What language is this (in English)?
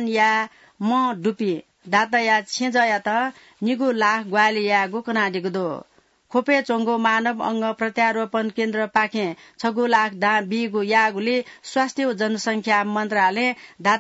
Newari